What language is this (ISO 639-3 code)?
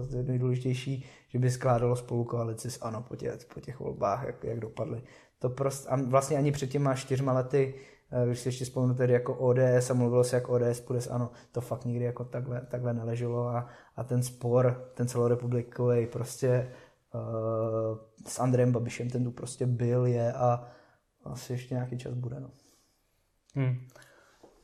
ces